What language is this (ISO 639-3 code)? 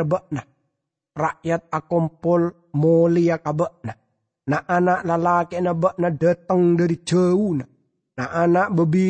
mad